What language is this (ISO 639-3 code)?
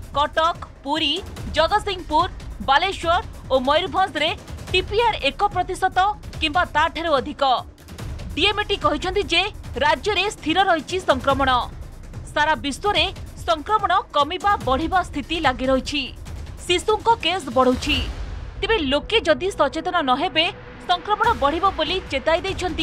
ori